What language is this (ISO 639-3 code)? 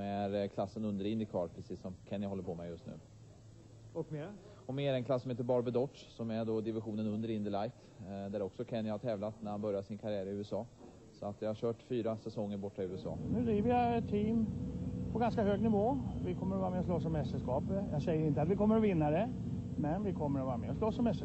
swe